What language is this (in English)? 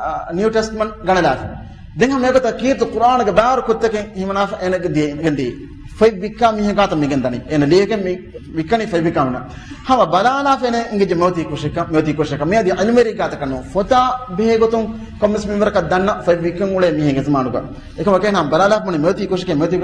Divehi